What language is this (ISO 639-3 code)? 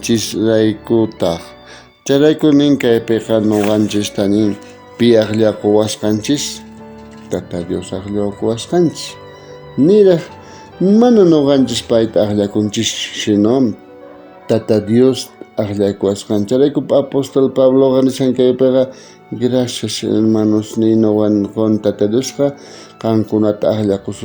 quh